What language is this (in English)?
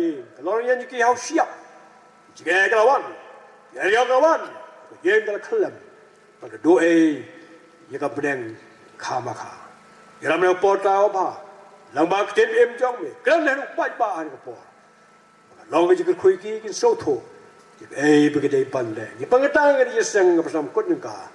Khasi